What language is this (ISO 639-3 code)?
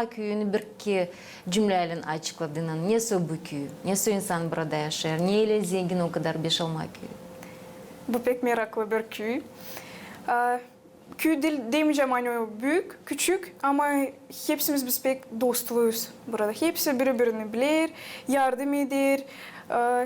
gag